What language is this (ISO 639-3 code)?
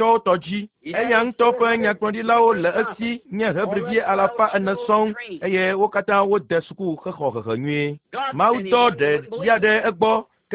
ewe